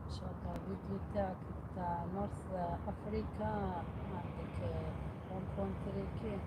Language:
Algerian Arabic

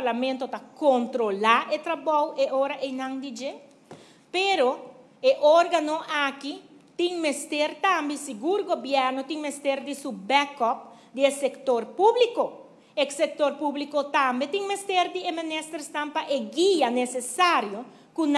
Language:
Papiamento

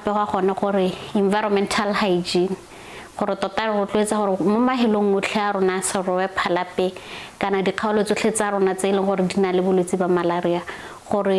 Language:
Tswana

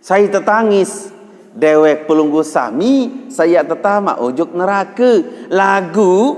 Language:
Sasak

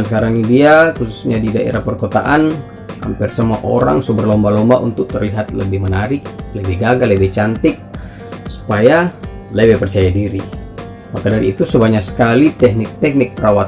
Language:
Manado Malay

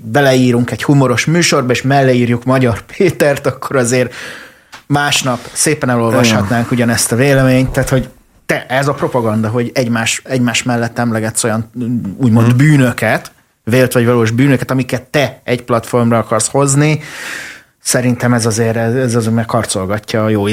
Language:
Hungarian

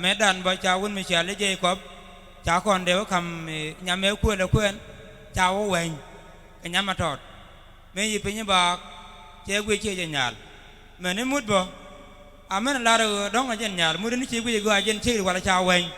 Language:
Nuer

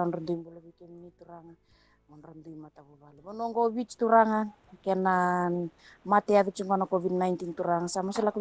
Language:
Fijian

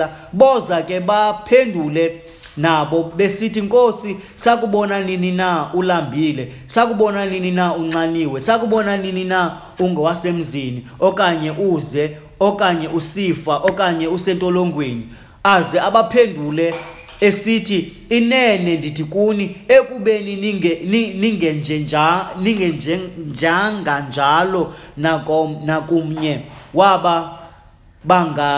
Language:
Xhosa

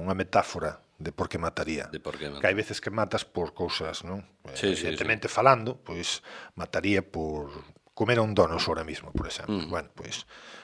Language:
Galician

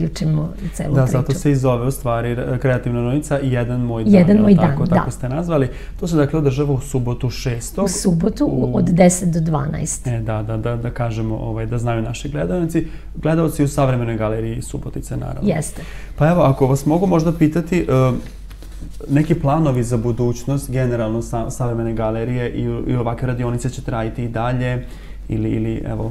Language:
Serbian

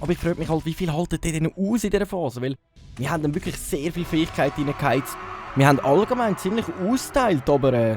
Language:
Swiss German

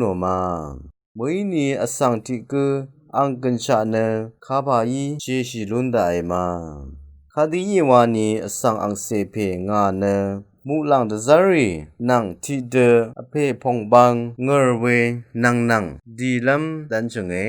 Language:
Rawang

